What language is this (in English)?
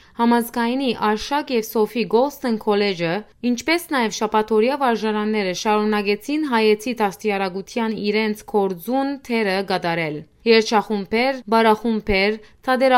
Western Armenian